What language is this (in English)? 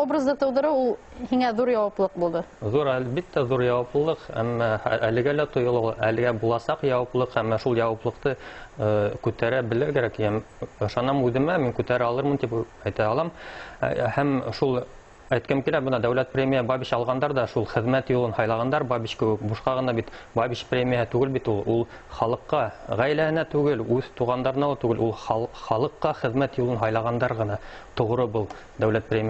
Bashkir